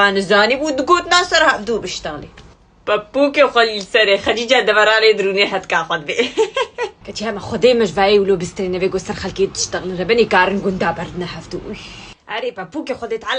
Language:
Kurdish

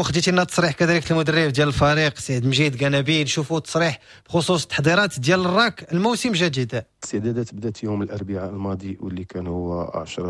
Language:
Moroccan Arabic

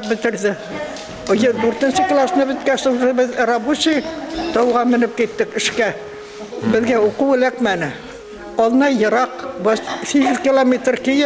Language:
Bashkir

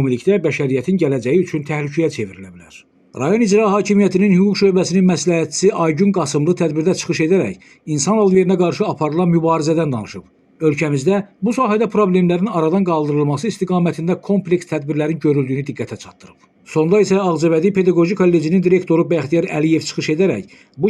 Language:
Azerbaijani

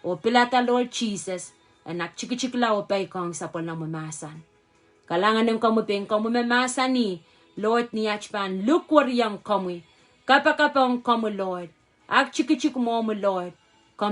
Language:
Pohnpeian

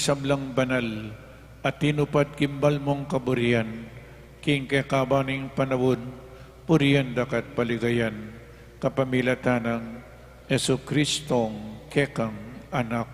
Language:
Pampanga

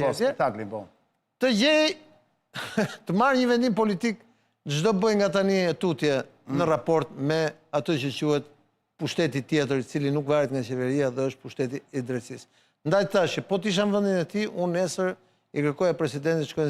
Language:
Albanian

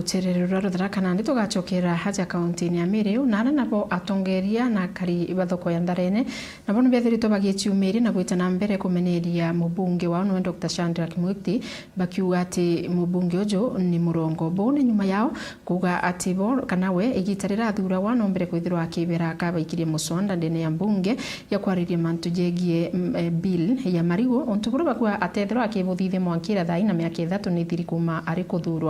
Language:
Meru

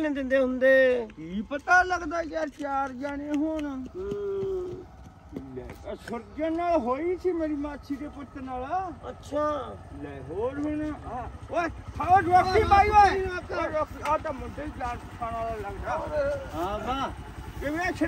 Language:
Punjabi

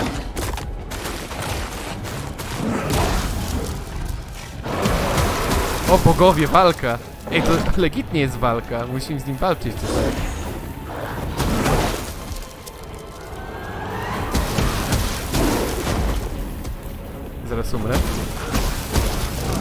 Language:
Polish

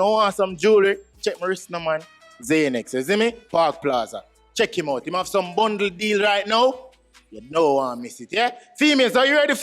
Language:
Jamaican Creole English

